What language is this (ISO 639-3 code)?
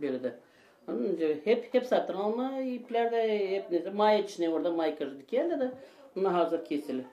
gag